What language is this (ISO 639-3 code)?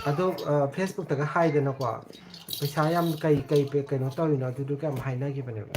mni